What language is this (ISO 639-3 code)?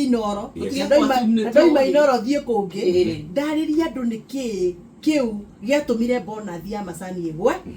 kik